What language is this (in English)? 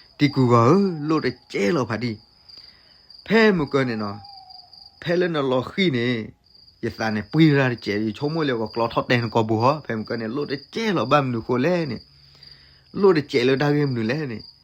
S'gaw Karen